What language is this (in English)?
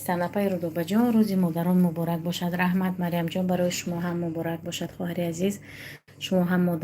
Tajik